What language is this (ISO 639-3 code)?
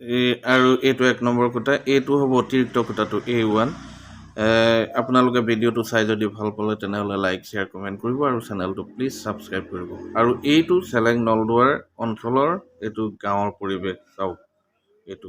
asm